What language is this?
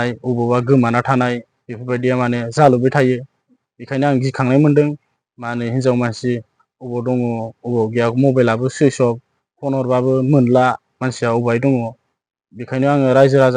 Bodo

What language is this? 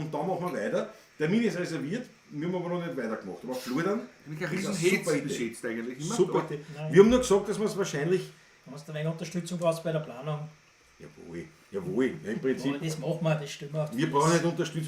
Bavarian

